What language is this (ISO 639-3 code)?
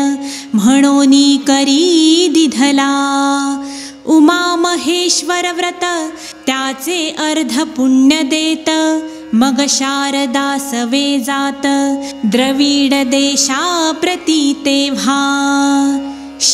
mar